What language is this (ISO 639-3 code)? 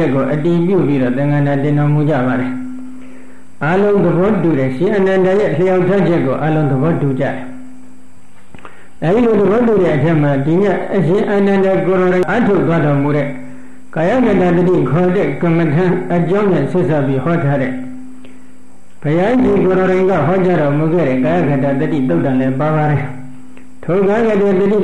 mya